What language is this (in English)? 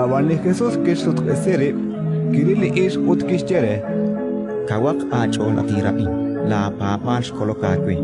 Kekchí